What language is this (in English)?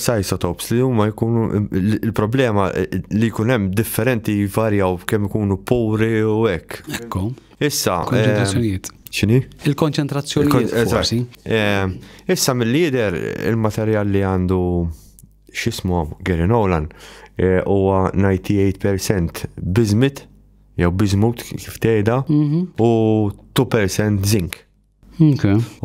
Maltese